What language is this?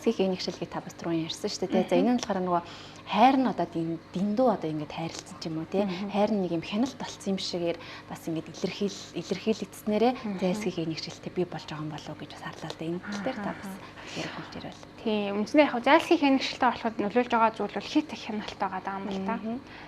Mongolian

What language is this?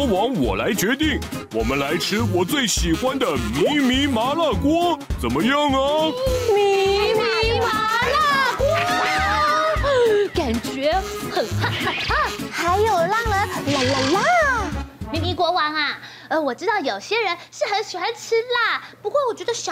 Chinese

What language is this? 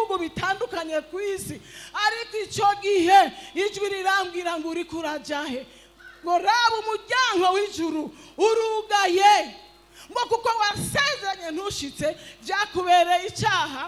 Rundi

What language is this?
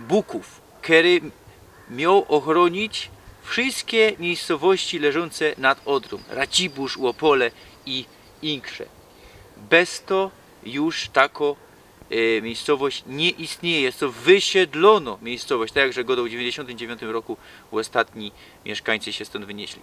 Silesian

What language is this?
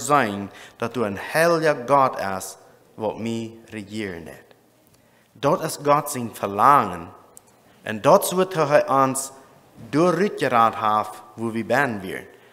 Plautdietsch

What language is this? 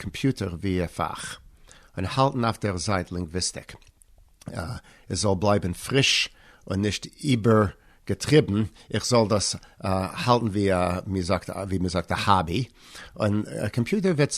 Yiddish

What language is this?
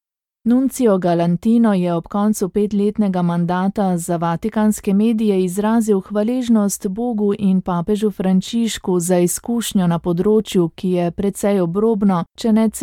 Slovenian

